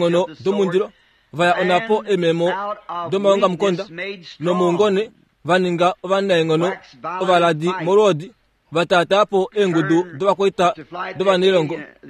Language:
Kuanyama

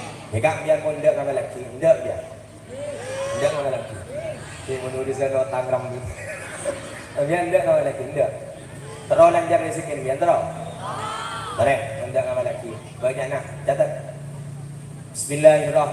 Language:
Madurese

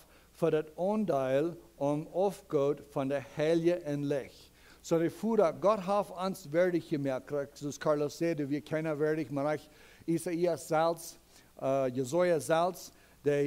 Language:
Plautdietsch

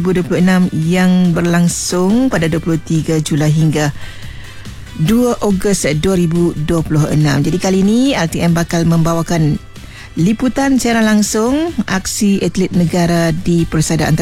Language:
Malay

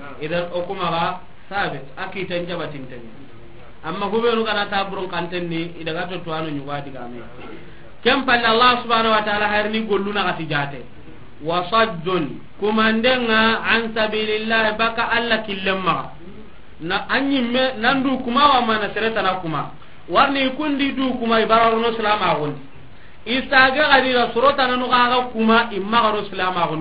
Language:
Soninke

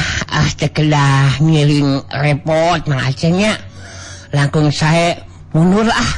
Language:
Sundanese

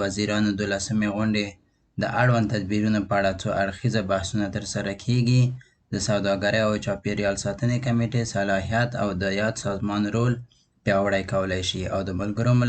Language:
Pashto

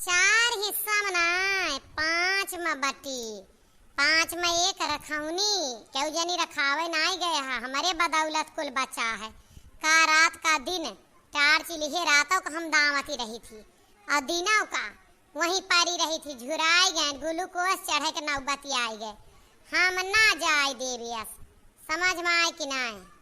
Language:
Awadhi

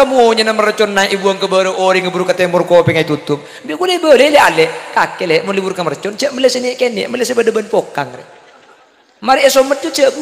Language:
Madurese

